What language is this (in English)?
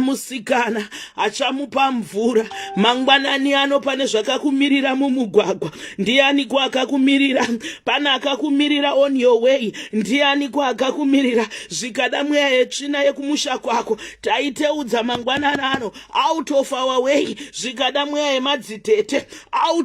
Shona